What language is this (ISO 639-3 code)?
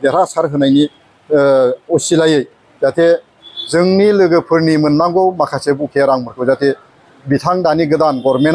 brx